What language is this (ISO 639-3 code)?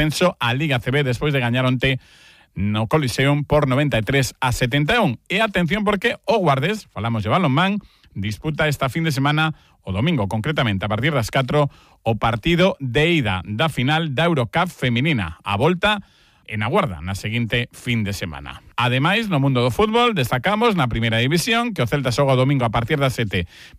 glg